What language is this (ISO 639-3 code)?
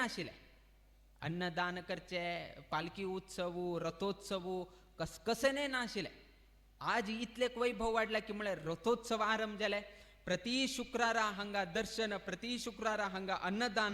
kok